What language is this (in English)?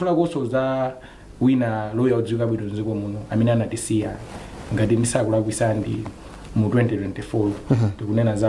Nyanja